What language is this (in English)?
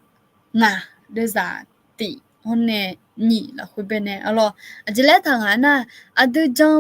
Akha